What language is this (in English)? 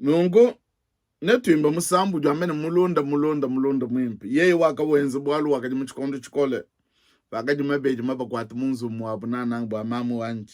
Luba-Lulua